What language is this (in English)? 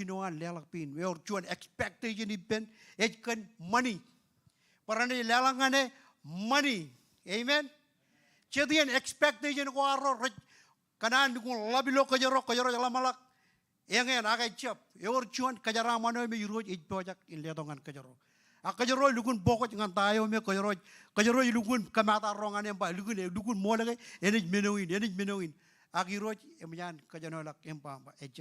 Marshallese